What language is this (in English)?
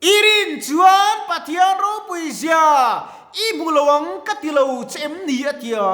Mizo